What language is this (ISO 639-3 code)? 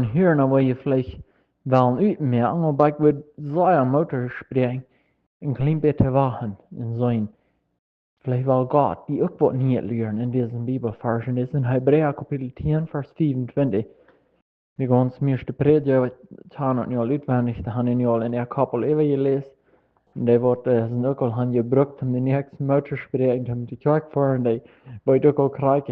pdt